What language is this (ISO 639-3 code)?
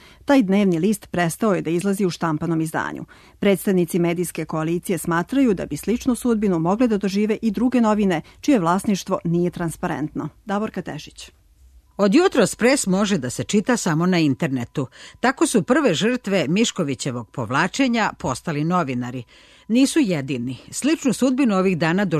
srp